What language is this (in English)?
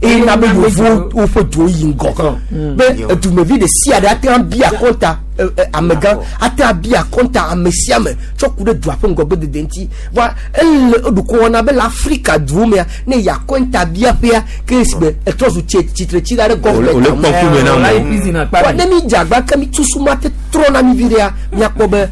Gen